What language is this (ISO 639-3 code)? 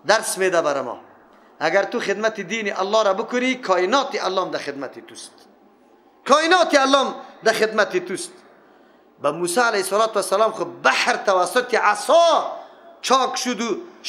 fas